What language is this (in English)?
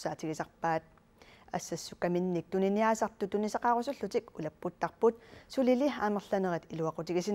Kalaallisut